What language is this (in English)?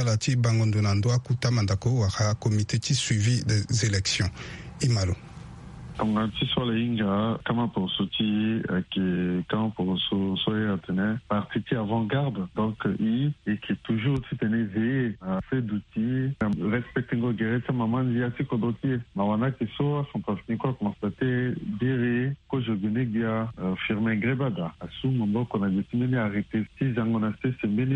Sango